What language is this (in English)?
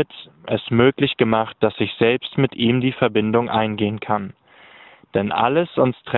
German